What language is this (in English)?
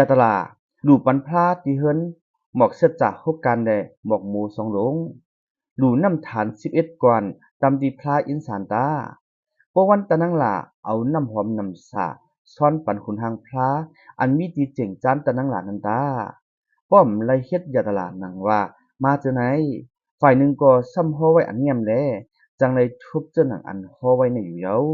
Shan